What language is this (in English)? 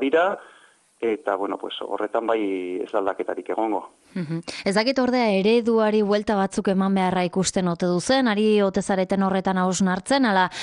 Basque